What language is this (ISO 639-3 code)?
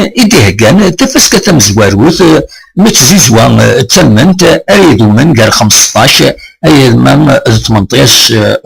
kab